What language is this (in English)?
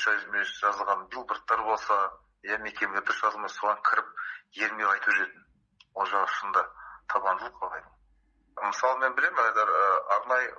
Kazakh